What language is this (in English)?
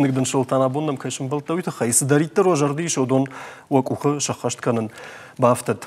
Ossetic